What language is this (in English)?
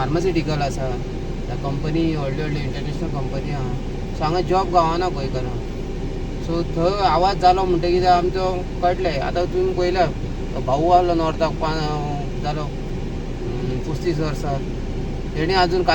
Konkani